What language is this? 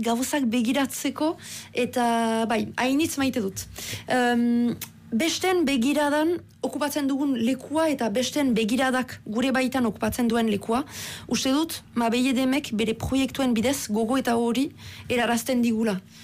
Basque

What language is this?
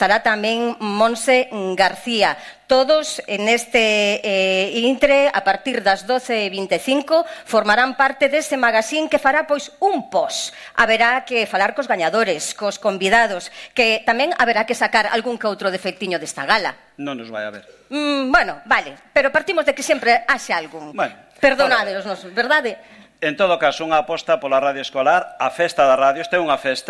Galician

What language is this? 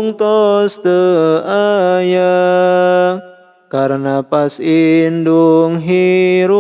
Sundanese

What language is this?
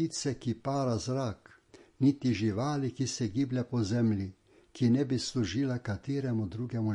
Slovenian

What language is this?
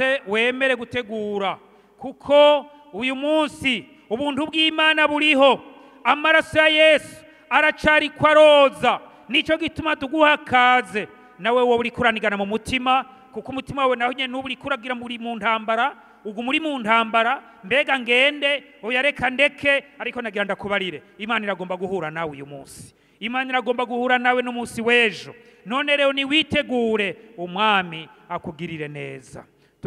Rundi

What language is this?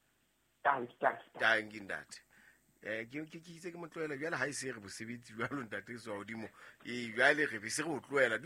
Southern Sotho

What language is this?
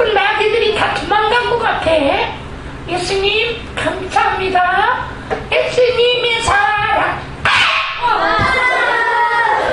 Korean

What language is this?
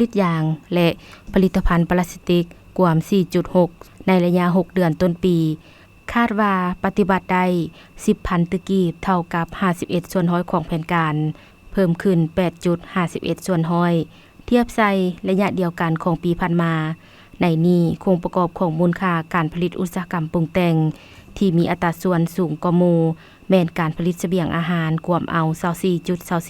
Lao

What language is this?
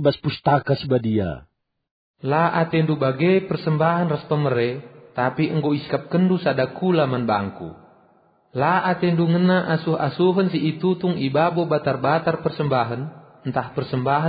Batak Karo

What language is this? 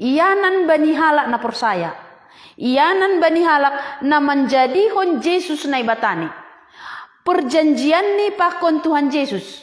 Batak Simalungun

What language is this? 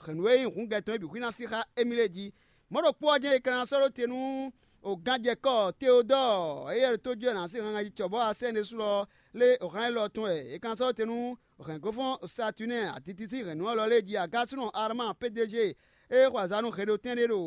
Fon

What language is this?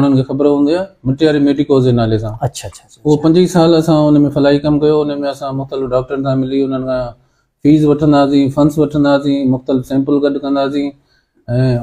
Sindhi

